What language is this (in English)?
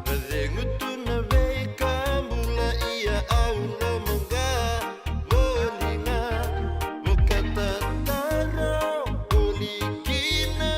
Fijian